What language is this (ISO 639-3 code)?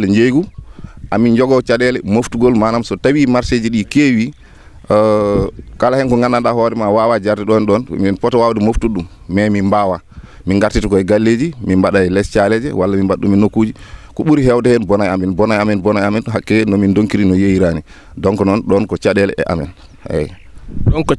ful